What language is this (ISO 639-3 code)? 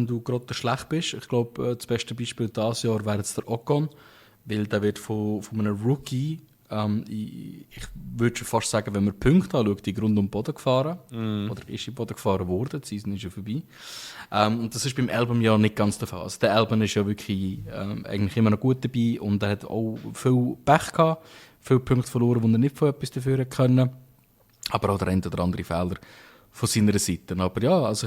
gsw